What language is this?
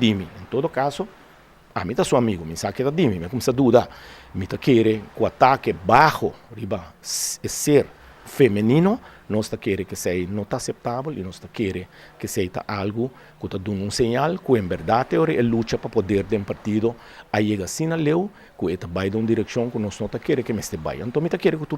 Papiamento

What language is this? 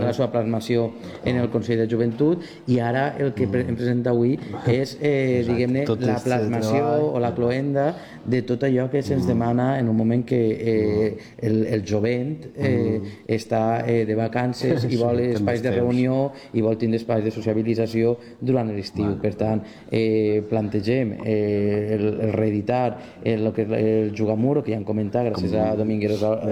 Catalan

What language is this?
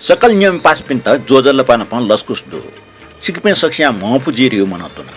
Newari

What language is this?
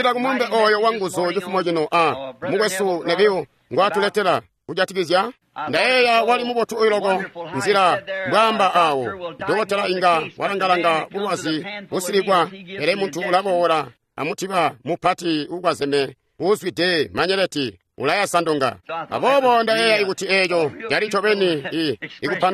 Tonga (Zambia)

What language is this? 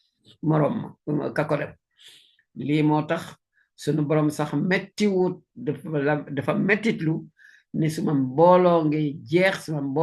Wolof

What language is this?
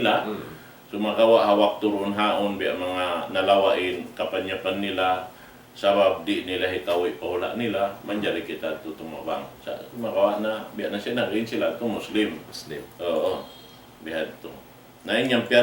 Tausug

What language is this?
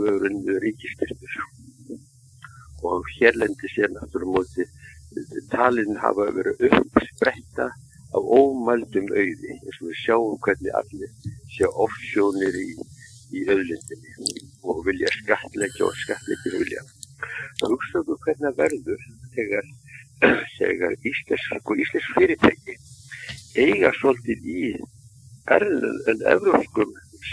Icelandic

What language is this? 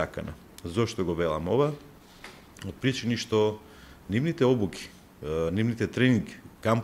Macedonian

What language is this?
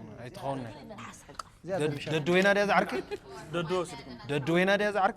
Tigrinya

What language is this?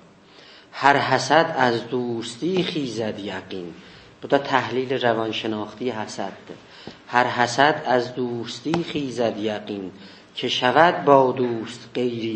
South Azerbaijani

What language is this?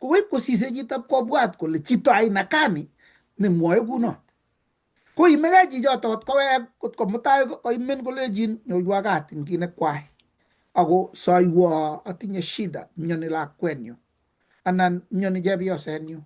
Kalenjin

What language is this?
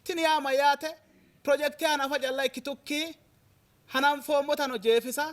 Sidamo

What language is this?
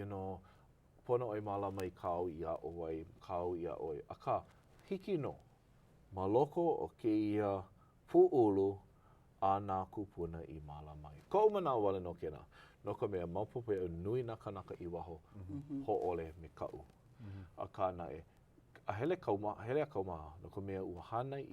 Hawaiian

